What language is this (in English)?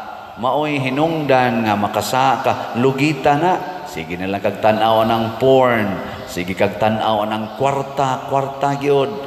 Cebuano